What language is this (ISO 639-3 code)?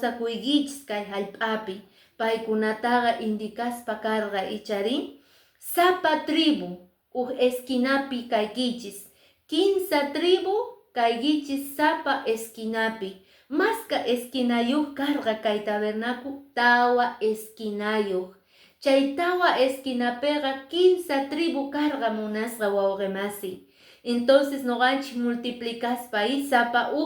que